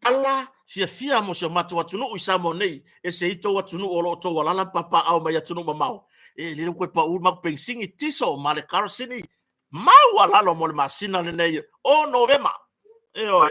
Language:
Samoan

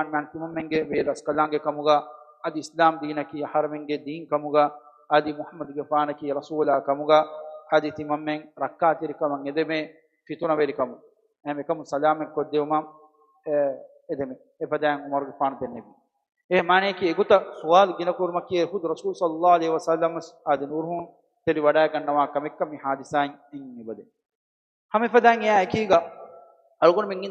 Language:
Divehi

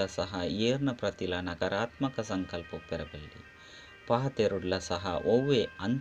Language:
Tulu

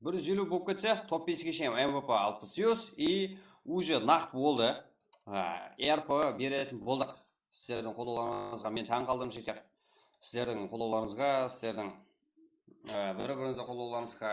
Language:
Kara-Kalpak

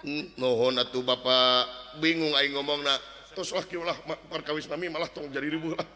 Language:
Sundanese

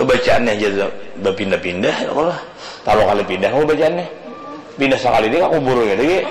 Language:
Banjar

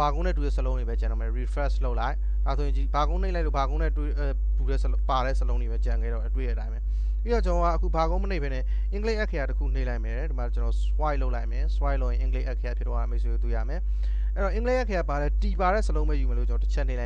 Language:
Burmese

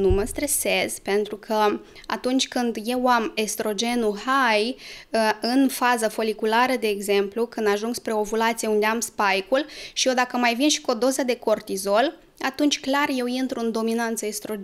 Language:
Romanian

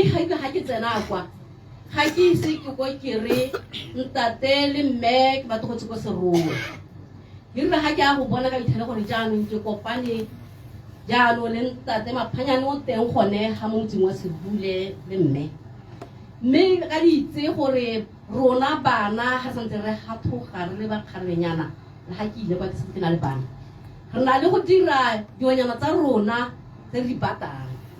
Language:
Tswana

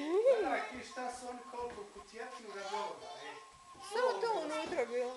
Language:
Bosnian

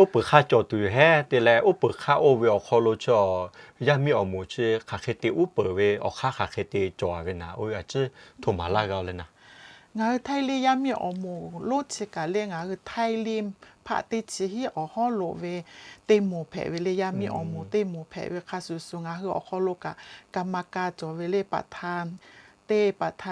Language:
Lahu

